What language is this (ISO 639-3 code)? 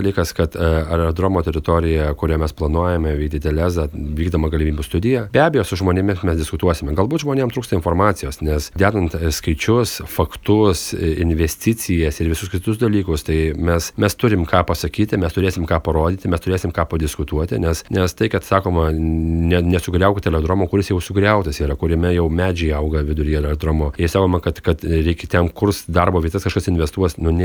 lit